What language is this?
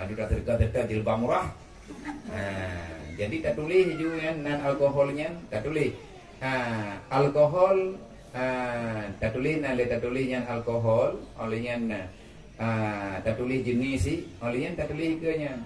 Achinese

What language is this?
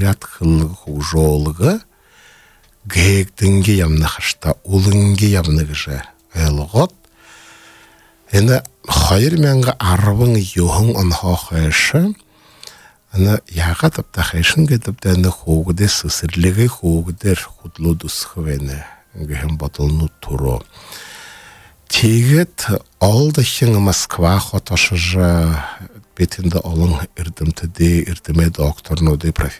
Buriat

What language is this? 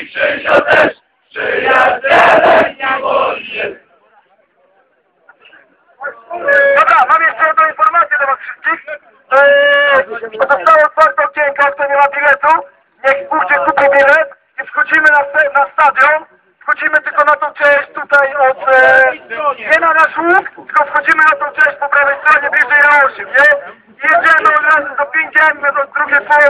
Polish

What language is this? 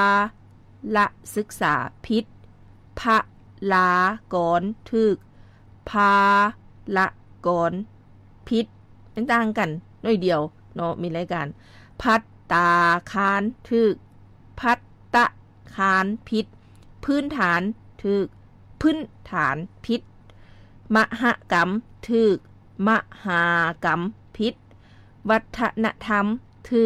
Lao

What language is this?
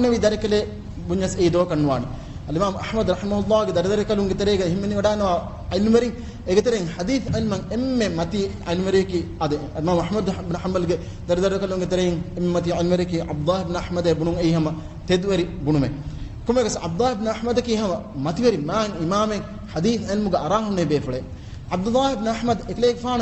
Divehi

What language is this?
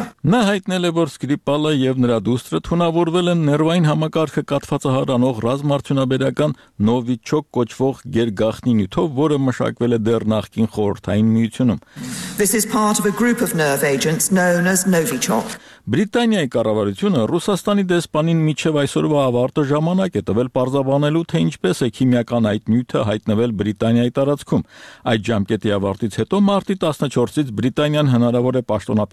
Armenian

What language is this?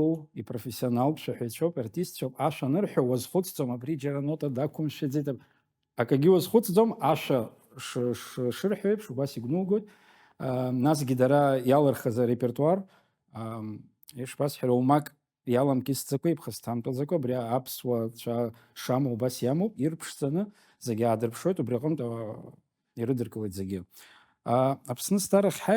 Abkhazian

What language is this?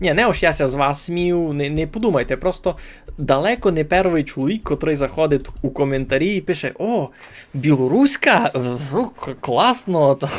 Rusyn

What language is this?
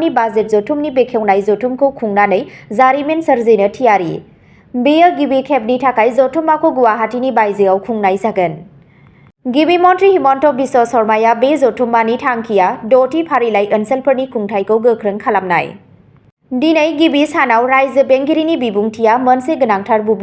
Bodo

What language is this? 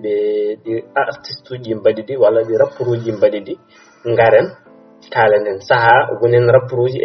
Fula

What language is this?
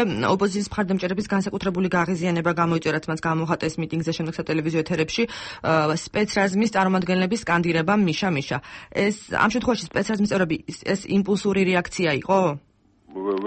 Georgian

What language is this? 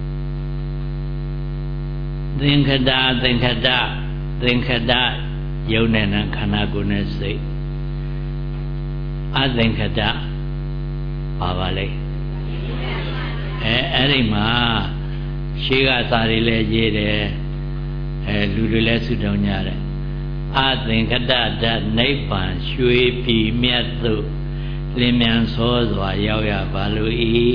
Burmese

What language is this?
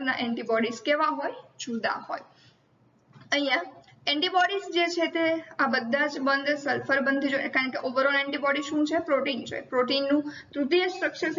Gujarati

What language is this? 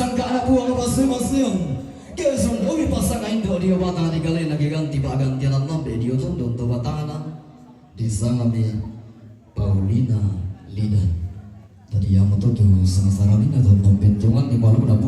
Toraja-Sa'dan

